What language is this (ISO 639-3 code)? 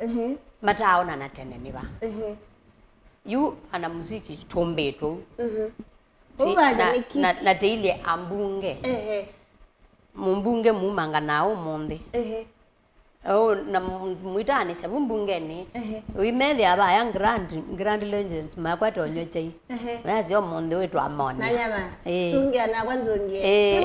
kam